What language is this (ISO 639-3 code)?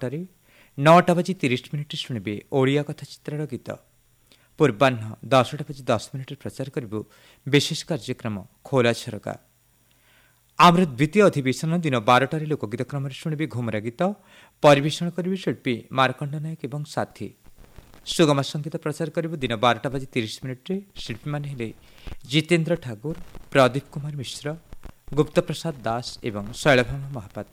ori